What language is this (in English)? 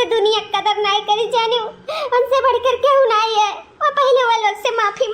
Awadhi